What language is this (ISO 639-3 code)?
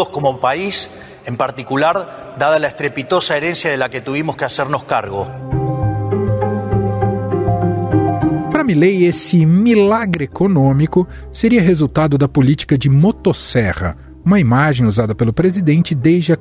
por